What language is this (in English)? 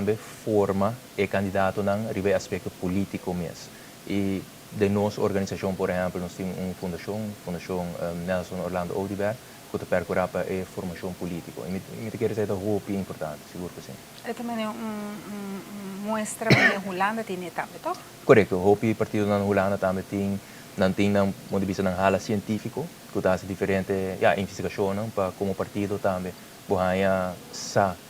Papiamento